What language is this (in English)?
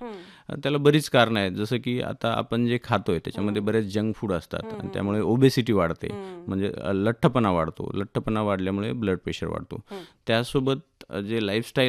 Marathi